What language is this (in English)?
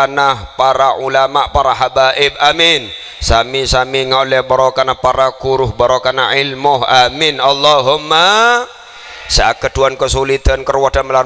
Madurese